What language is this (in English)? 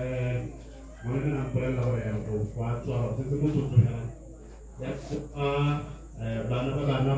Tswana